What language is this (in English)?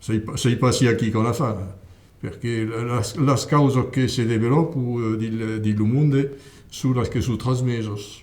Occitan